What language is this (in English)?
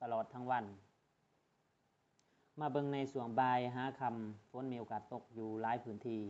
Lao